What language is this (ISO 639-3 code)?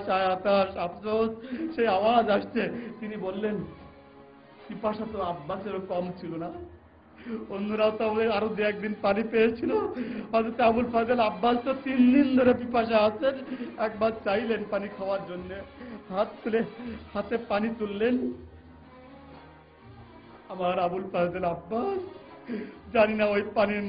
ben